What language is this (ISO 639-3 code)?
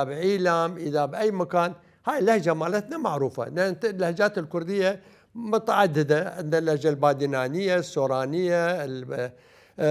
acm